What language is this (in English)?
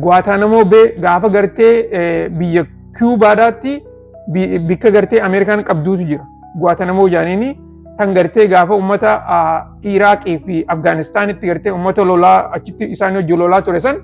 Oromo